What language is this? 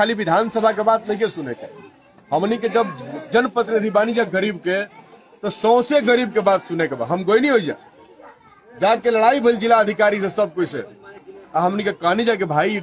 Bhojpuri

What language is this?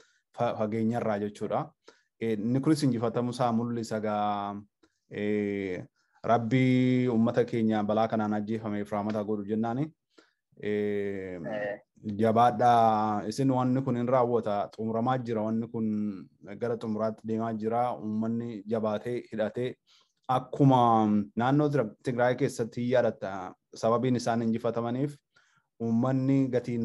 Oromo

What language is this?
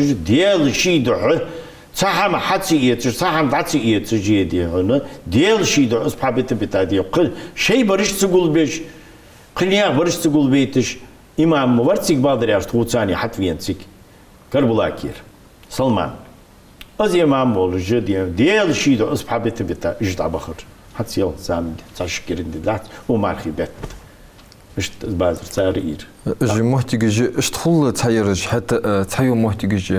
Ingush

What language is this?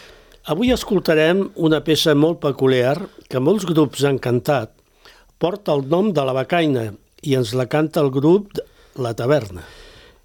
Catalan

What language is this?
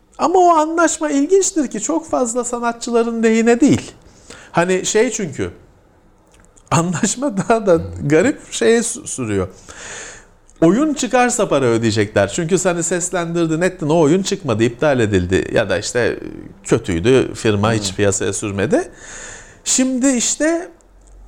Turkish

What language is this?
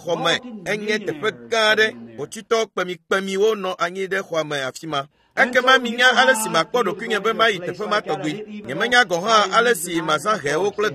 Ewe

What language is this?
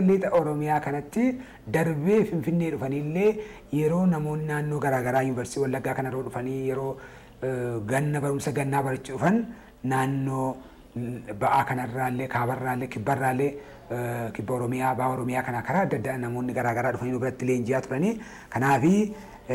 Oromo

